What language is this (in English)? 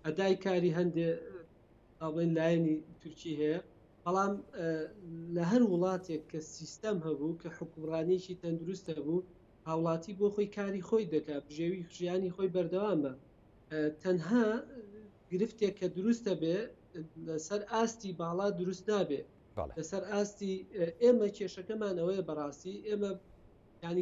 Central Kurdish